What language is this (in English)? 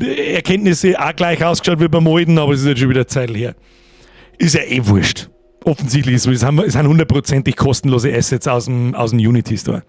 Bavarian